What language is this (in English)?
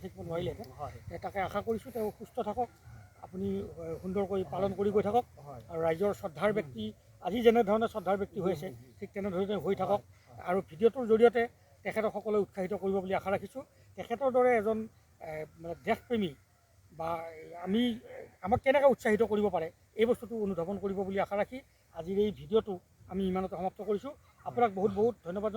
Assamese